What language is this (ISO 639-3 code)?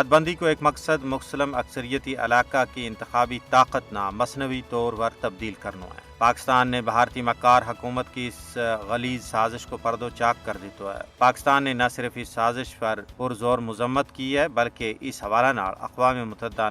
gju